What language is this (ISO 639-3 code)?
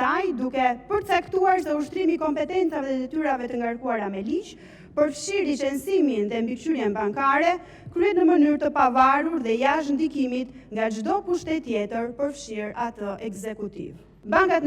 sqi